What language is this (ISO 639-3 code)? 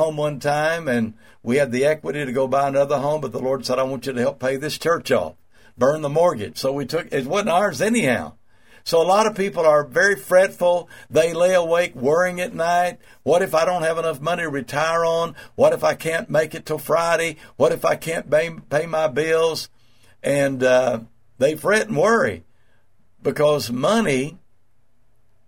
eng